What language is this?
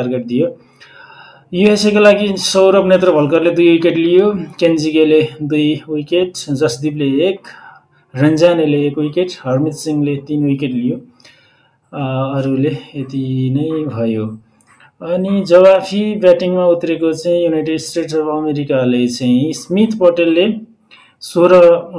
Nepali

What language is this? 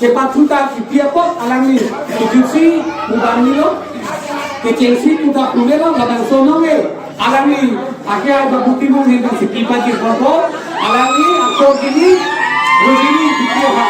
Karbi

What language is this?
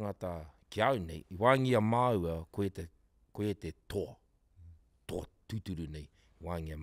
Māori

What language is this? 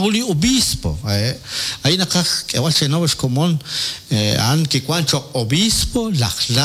Kekchí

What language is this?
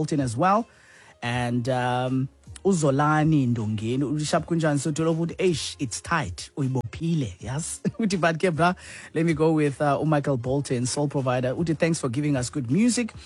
Xhosa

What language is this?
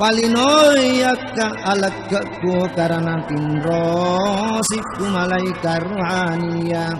Buginese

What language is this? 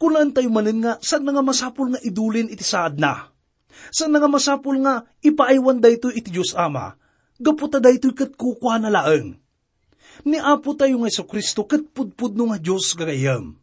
Iloko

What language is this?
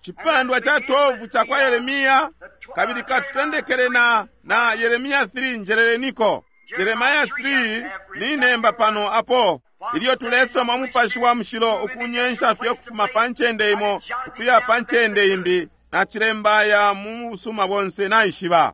Bemba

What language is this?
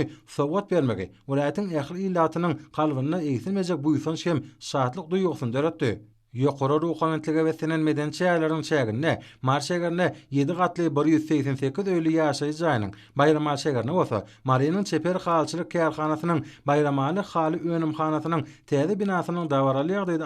Turkmen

